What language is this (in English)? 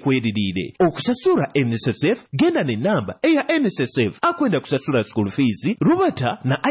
Nyoro